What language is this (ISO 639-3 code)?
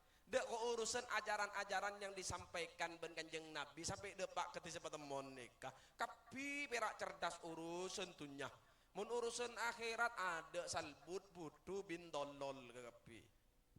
mad